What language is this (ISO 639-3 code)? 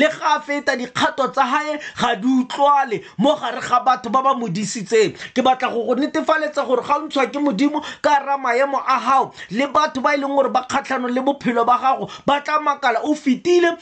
tsn